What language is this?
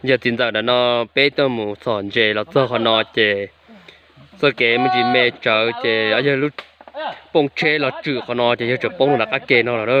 Hmong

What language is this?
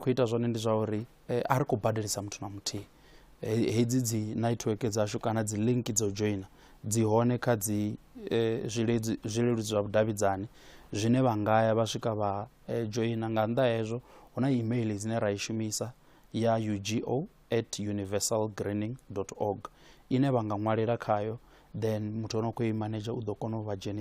Venda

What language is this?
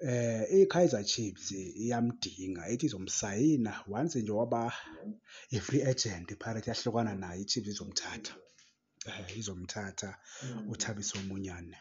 Zulu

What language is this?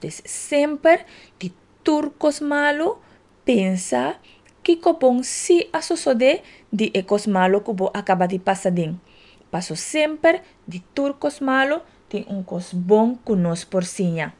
Papiamento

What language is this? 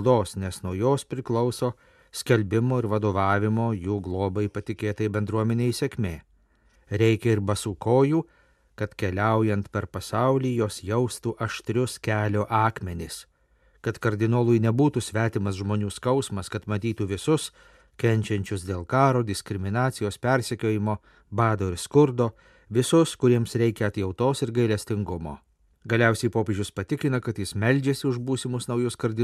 Lithuanian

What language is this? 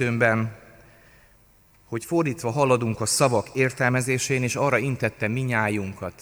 Hungarian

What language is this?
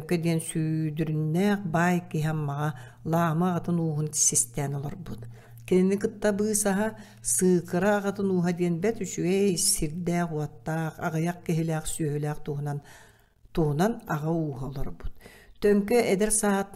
Yakut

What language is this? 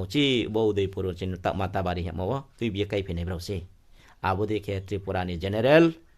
Riang (India)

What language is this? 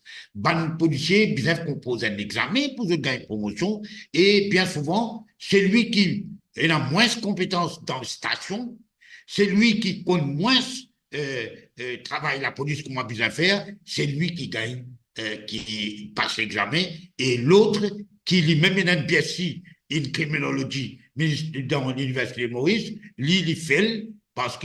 Morisyen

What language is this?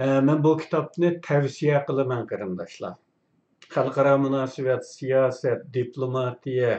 Uyghur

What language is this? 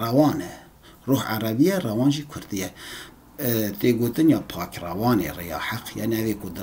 Kurdish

